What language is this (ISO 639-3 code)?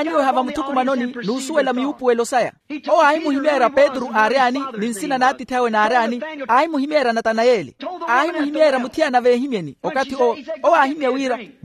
vmw